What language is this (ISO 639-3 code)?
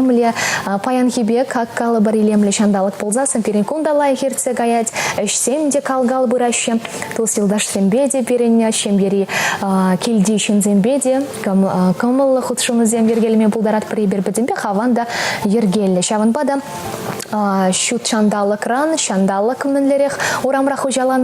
chv